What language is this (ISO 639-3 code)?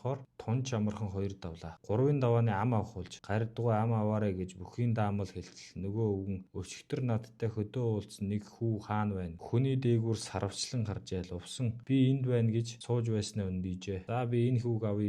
mon